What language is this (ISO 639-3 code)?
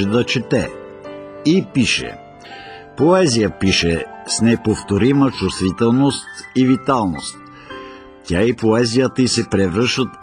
bul